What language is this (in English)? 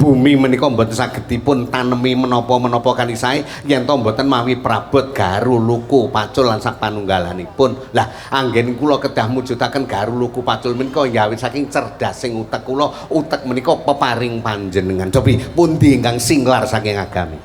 Javanese